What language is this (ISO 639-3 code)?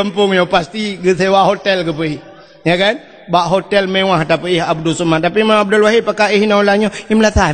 ace